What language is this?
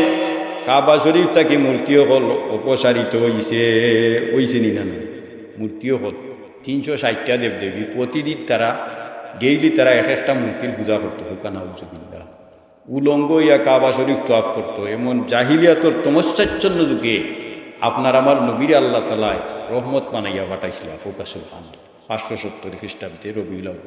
Sylheti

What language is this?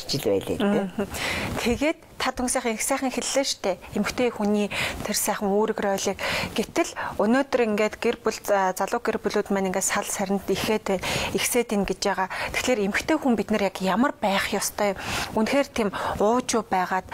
Mongolian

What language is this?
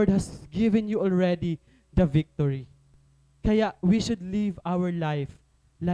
Waray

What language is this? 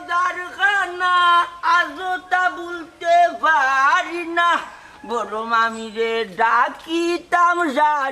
Sylheti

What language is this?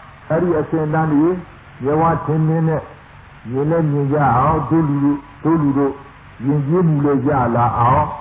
Burmese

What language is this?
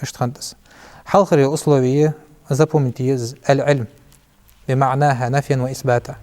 Ingush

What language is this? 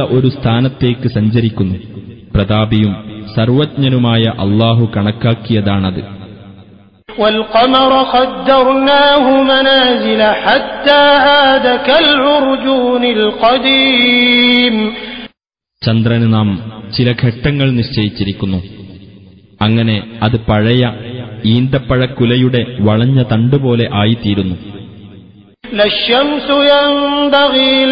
Malayalam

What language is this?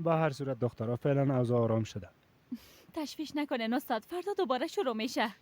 Persian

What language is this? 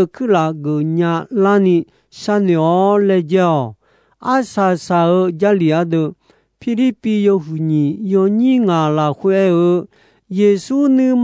Akha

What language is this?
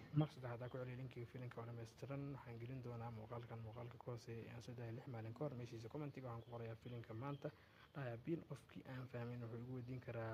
Somali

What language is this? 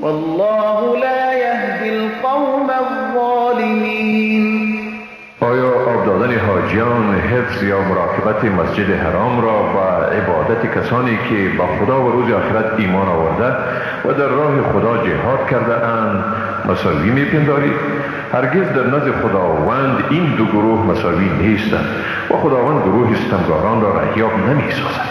Persian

